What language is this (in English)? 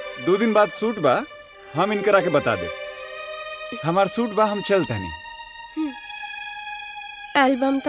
Bhojpuri